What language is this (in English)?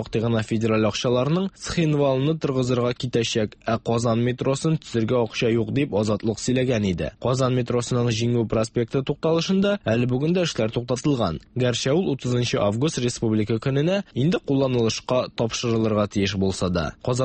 Tatar